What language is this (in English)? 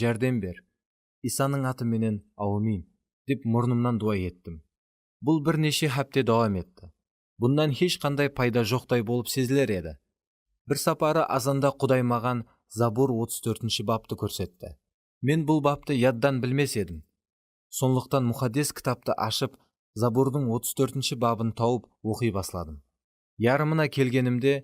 Kara-Kalpak